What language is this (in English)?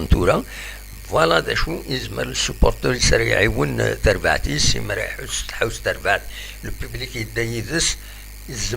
Kabyle